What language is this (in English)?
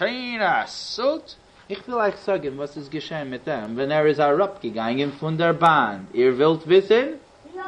Yiddish